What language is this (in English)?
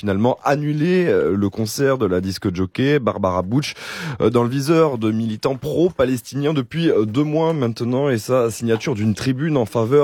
French